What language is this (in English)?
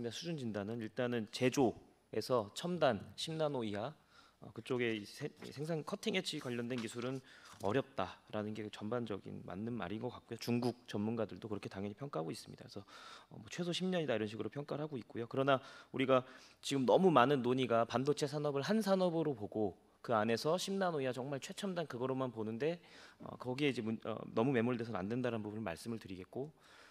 Korean